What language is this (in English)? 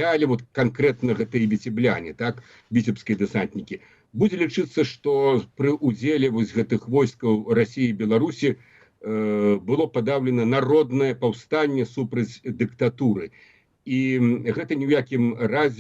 Belarusian